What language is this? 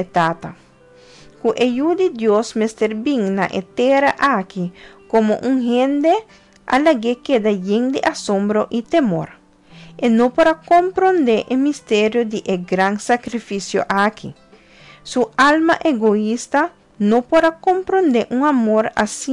Papiamento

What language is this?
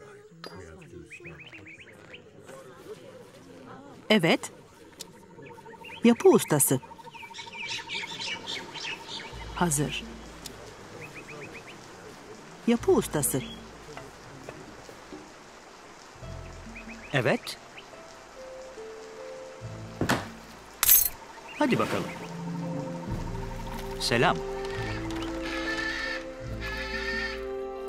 Turkish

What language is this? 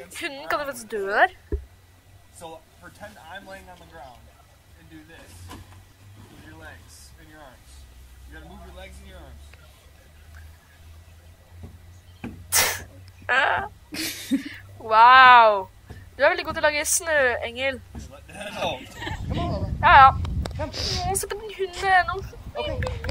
Norwegian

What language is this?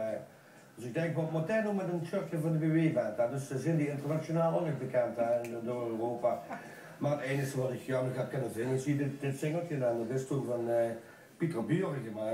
Limburgish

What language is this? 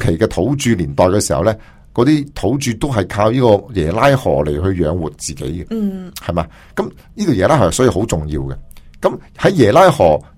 Cantonese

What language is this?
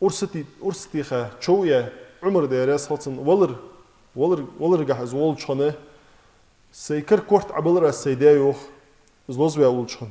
Ingush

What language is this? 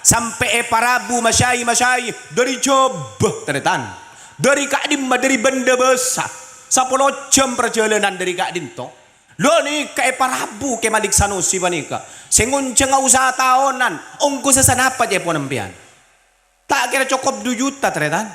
Madurese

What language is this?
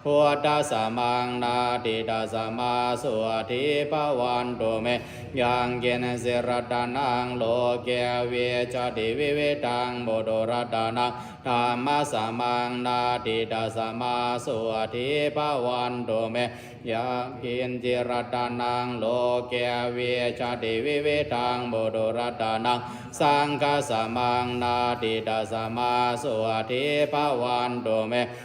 Pali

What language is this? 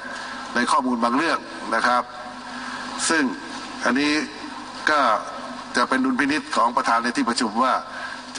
Thai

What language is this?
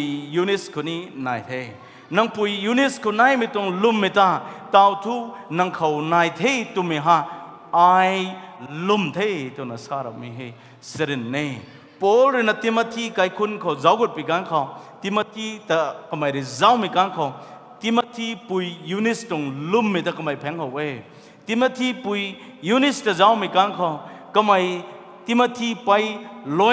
Rongmei Naga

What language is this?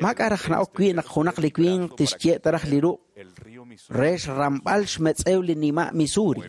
Kekchí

